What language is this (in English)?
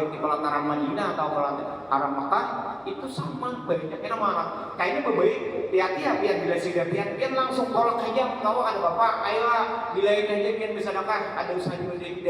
Banjar